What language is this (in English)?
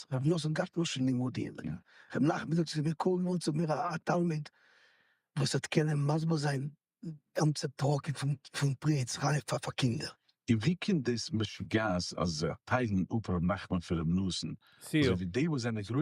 Yiddish